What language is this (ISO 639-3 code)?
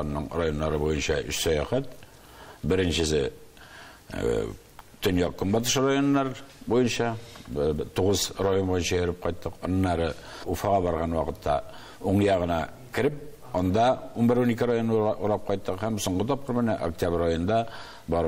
tat